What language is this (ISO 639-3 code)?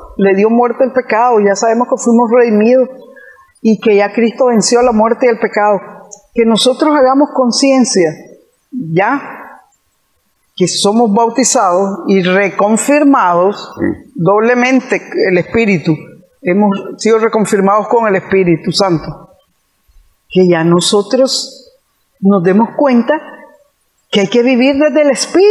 spa